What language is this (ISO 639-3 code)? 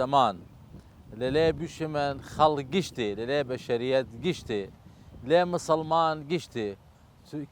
sdh